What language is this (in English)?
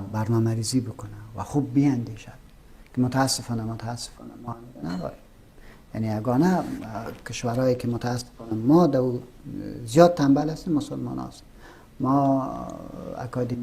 Persian